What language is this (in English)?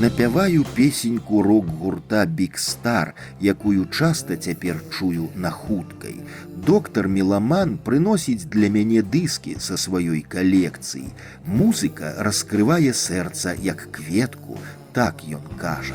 Belarusian